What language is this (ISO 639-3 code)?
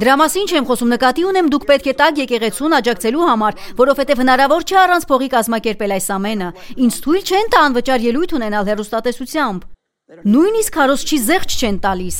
hye